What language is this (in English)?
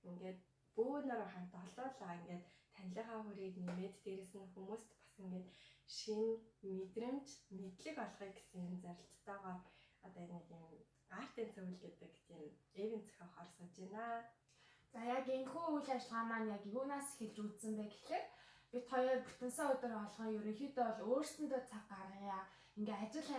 Mongolian